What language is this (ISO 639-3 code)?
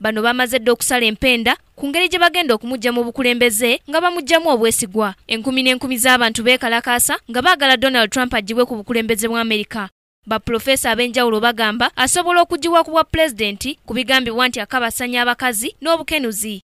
lug